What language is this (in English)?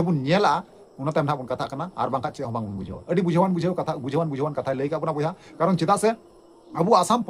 Santali